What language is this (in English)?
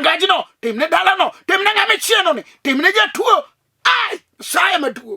Luo (Kenya and Tanzania)